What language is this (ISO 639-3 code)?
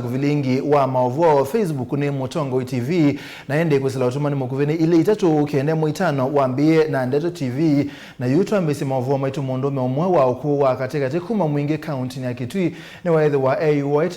kam